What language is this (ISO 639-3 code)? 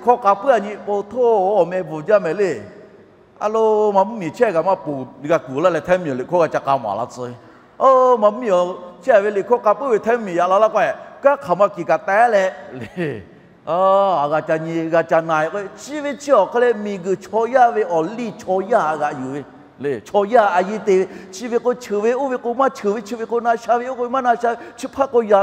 lhu